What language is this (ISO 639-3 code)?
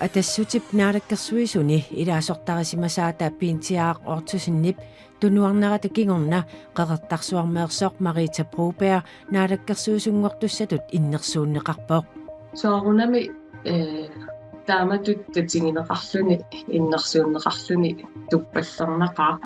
kal